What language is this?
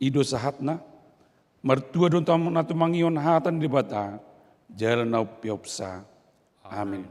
Batak Toba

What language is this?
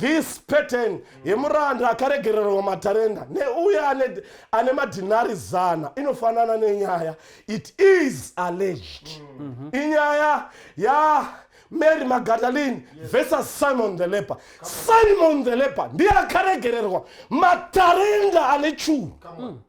Shona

